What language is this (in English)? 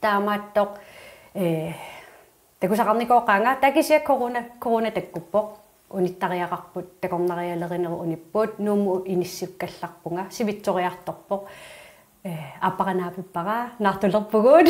Kalaallisut